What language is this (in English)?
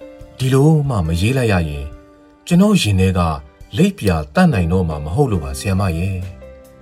Burmese